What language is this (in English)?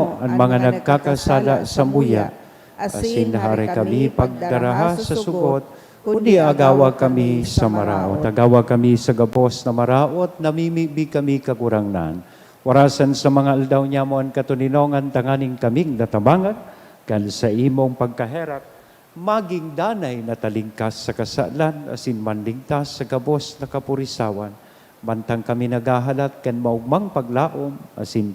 Bikol